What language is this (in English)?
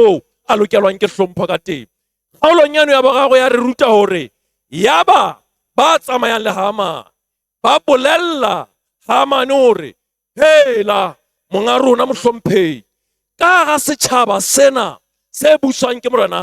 Southern Sotho